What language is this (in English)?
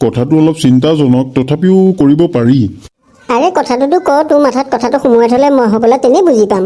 Assamese